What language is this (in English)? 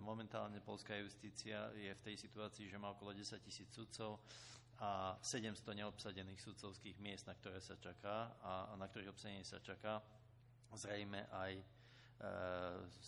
Slovak